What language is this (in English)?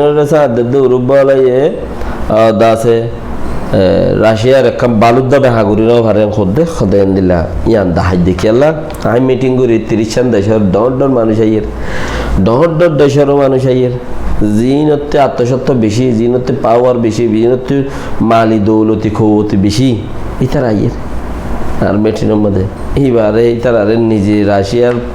Rohingya